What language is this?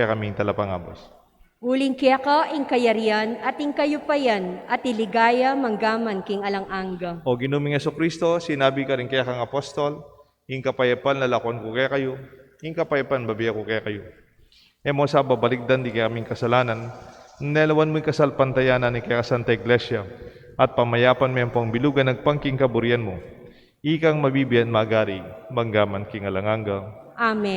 Pampanga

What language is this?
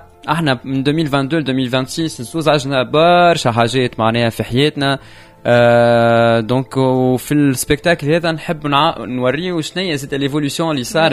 Tunisian Arabic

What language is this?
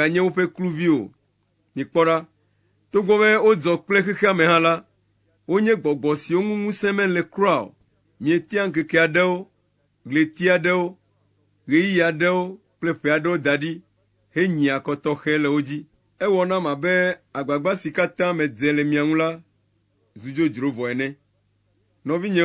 Ewe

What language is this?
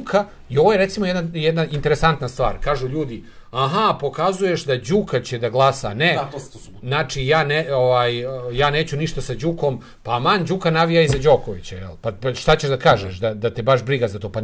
Serbian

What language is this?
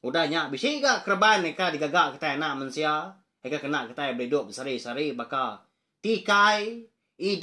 Iban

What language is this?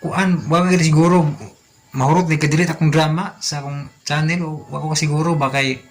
Cebuano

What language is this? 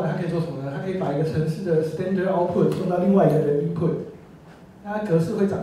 Chinese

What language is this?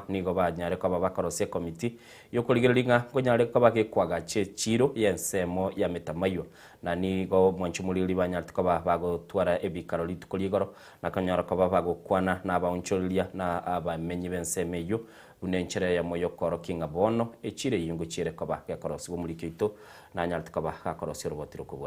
Gusii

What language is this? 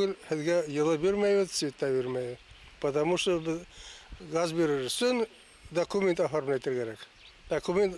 Bashkir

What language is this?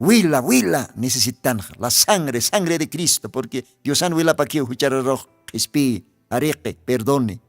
Aymara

